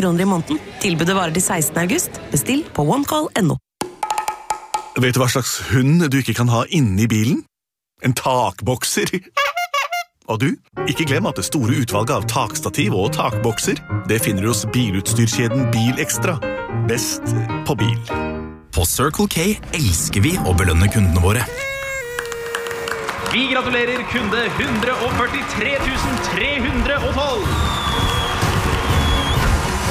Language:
Norwegian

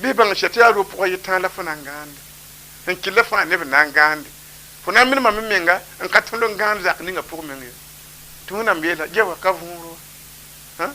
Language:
Mossi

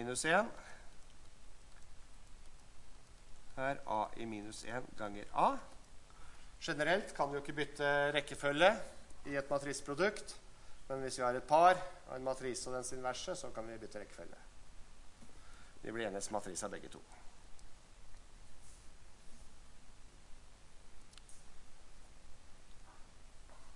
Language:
Norwegian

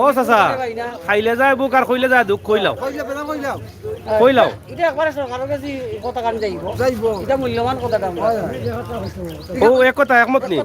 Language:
Sylheti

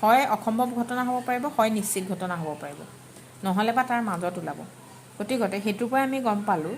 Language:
Assamese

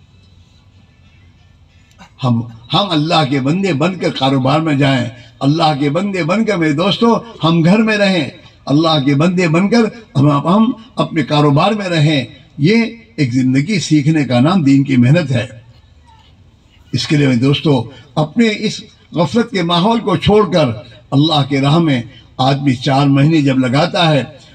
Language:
Urdu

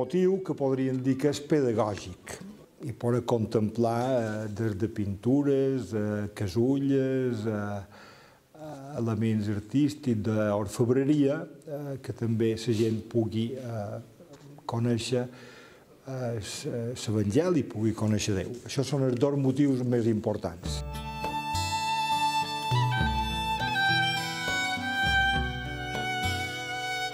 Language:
Catalan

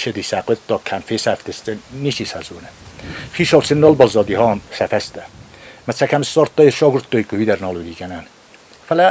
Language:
Ossetic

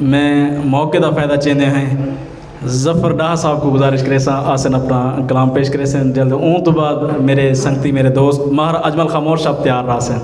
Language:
Saraiki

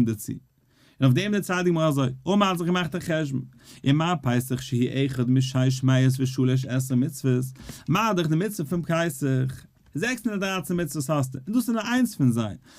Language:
Yiddish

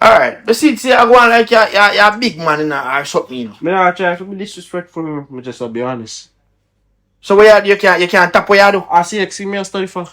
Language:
Jamaican Creole English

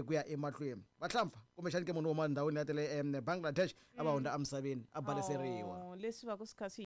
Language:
Tsonga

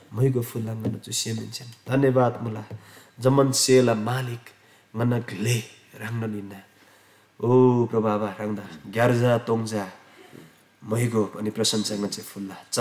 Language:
Eastern Tamang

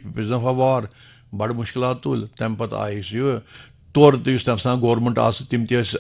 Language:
Kashmiri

